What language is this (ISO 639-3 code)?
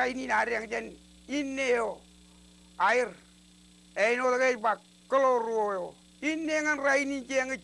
mah